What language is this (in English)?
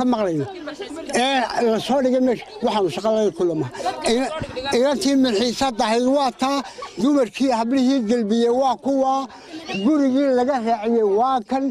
Somali